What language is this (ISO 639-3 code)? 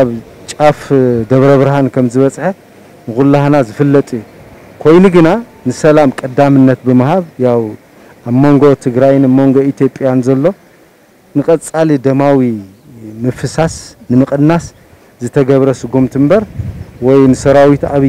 tir